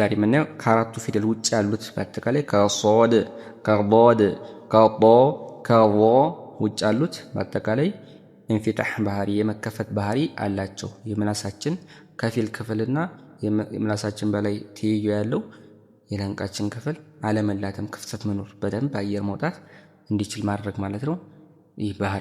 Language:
Amharic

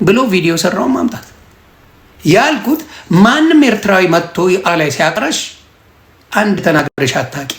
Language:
Amharic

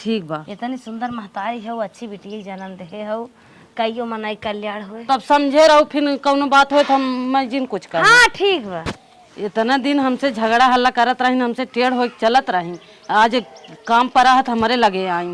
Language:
Awadhi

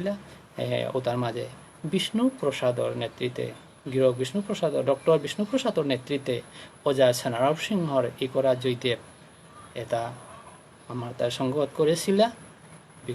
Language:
Bishnupriya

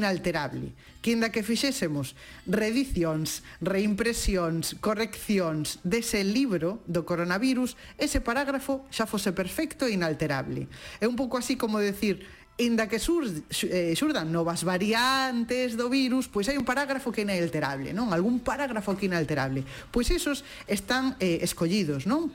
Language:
Galician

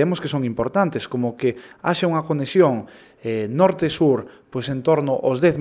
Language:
Galician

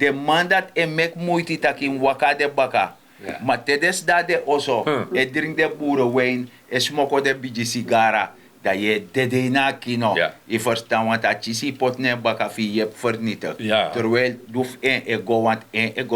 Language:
Sranan Tongo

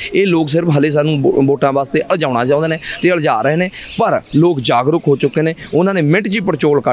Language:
Punjabi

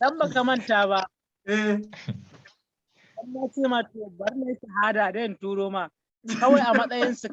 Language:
Hausa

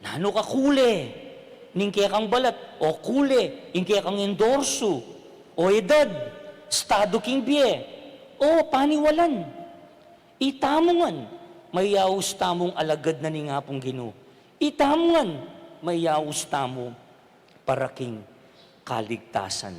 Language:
Pampanga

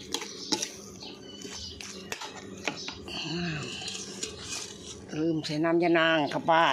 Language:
Lao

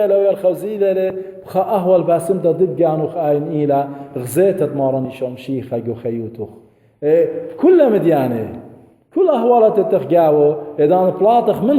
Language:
Assyrian Neo-Aramaic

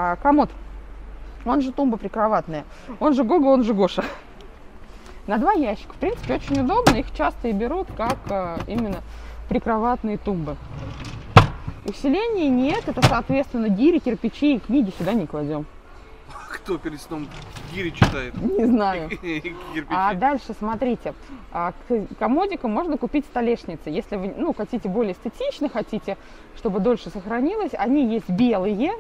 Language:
Russian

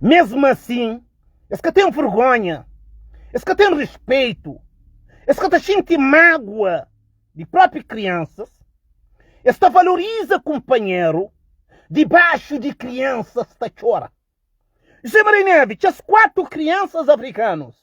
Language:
Kabuverdianu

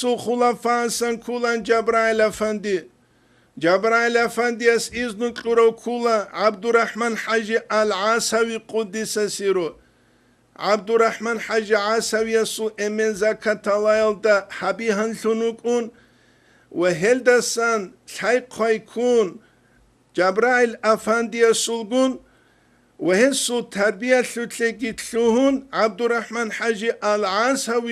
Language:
Avaric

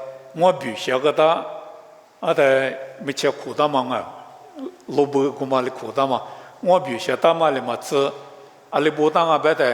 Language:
Lisu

